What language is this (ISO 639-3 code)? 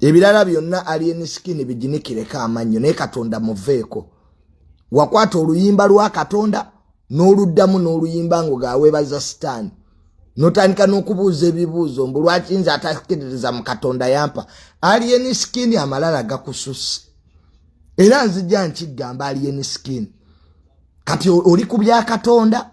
lug